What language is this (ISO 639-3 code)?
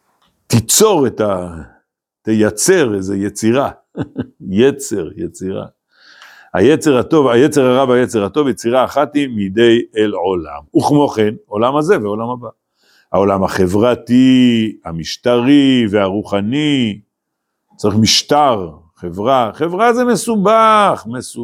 heb